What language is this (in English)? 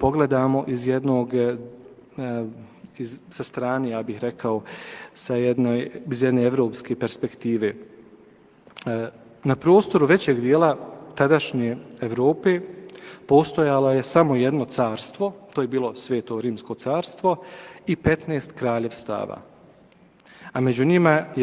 Bosnian